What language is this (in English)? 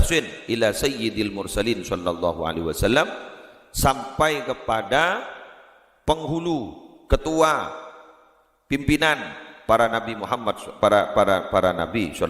Madurese